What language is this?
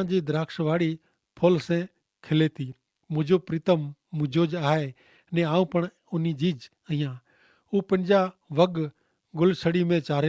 Kachhi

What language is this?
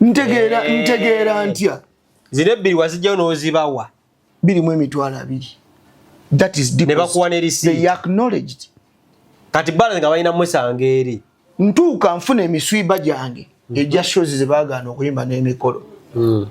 Ganda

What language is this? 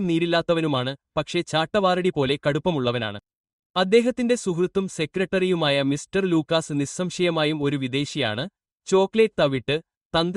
Malayalam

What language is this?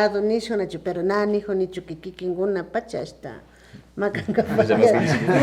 Imbabura Highland Quichua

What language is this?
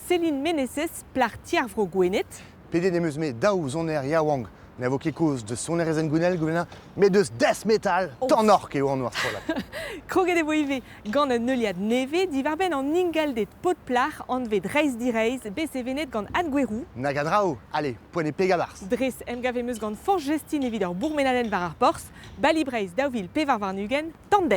Breton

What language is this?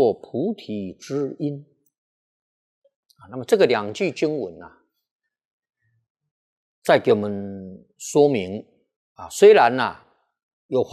Chinese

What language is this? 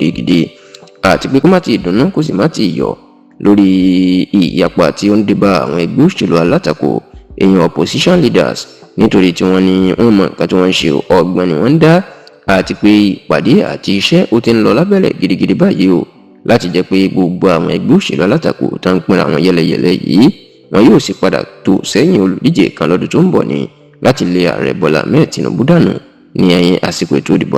Yoruba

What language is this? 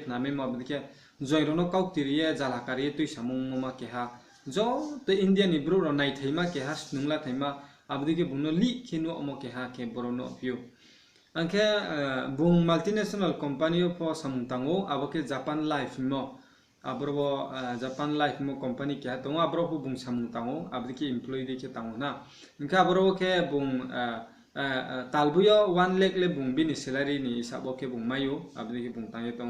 Riang (India)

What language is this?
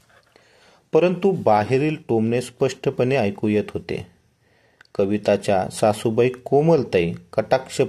Marathi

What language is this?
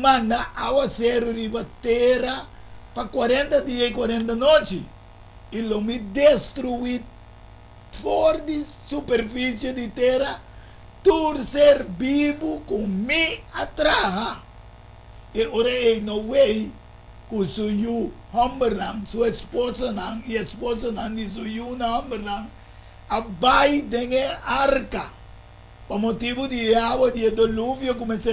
Papiamento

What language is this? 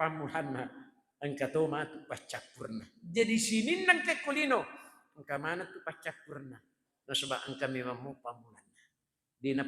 Buginese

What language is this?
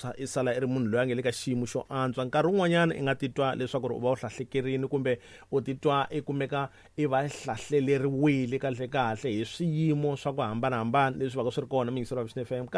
Tsonga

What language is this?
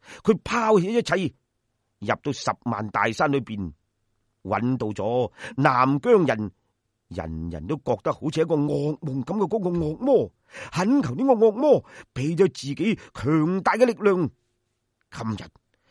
Cantonese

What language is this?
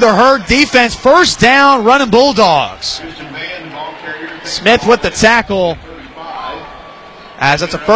English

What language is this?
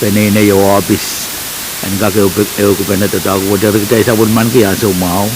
Pohnpeian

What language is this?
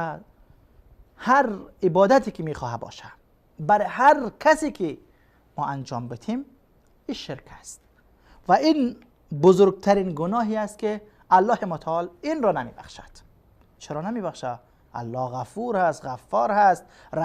Persian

